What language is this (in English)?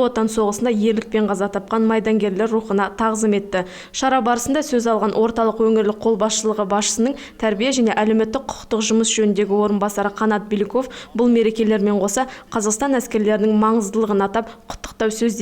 Kazakh